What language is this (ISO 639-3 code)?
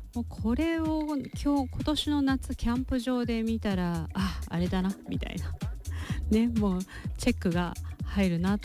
jpn